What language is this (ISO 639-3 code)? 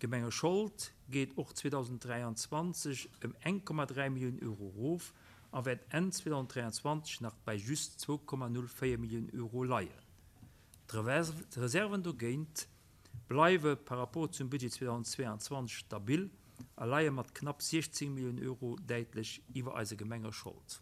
ltz